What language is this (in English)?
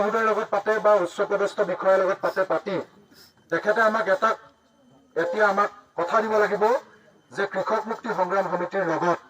Assamese